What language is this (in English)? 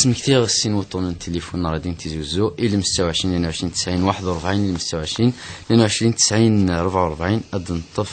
Kabyle